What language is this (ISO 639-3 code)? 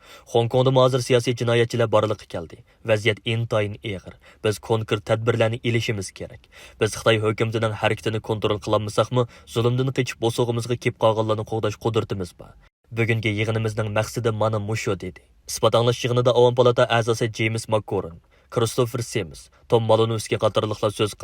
uig